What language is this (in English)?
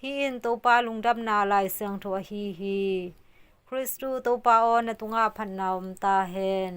Tedim Chin